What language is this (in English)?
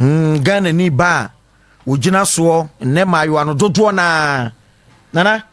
Akan